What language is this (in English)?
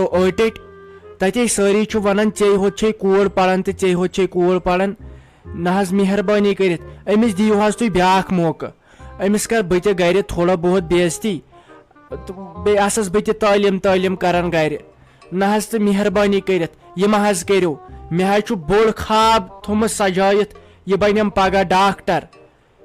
Kashmiri